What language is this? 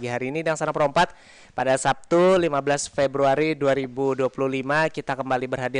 Banjar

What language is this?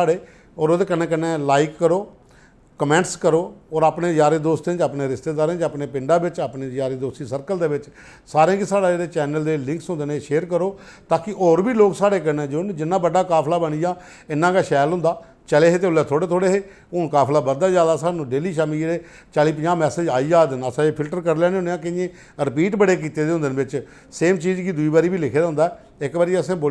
Dogri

